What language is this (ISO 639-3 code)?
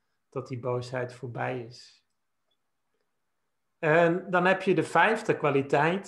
nld